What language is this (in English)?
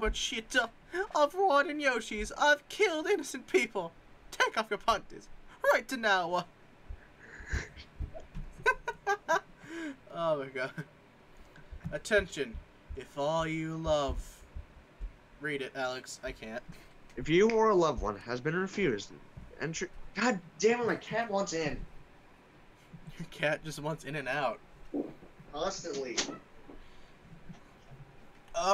English